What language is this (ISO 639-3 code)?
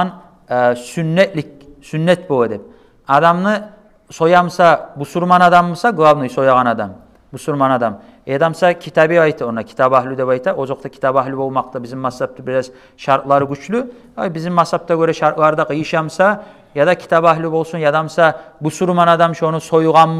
kum